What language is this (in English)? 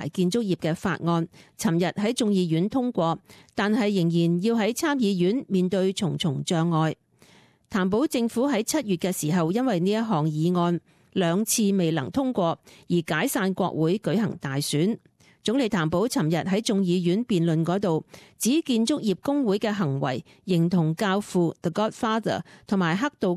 Cantonese